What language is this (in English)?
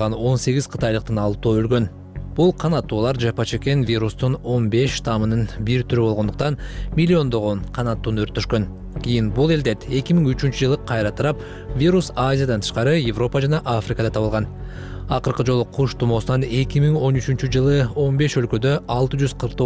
Kyrgyz